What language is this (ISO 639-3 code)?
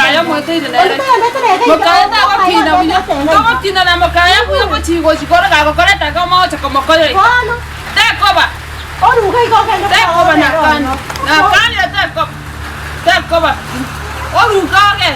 guz